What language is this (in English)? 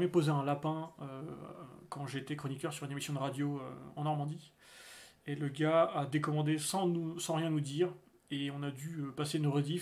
French